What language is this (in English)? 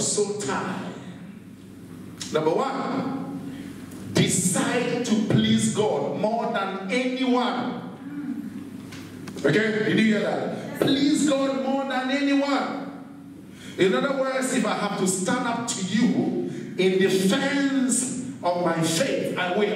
English